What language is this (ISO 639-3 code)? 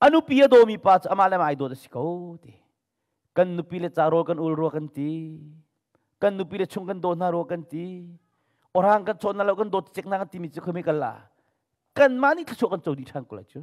cnh